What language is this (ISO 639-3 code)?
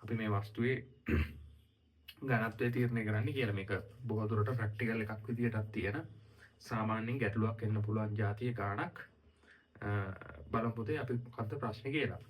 sin